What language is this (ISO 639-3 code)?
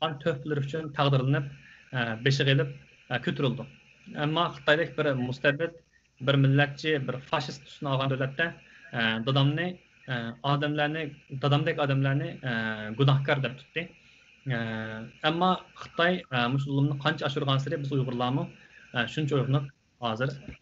uig